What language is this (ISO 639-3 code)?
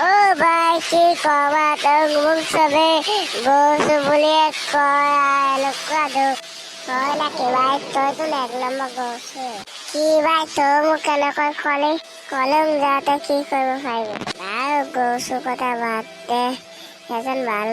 asm